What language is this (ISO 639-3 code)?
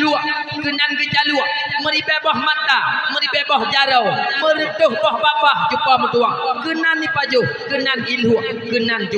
ace